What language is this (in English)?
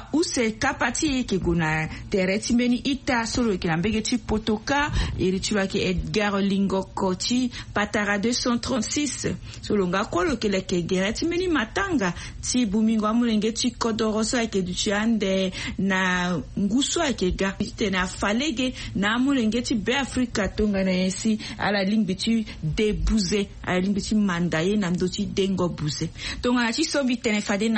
Sango